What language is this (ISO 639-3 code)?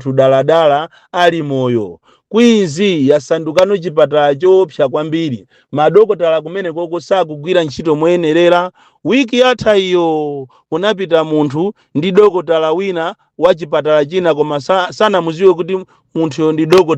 nya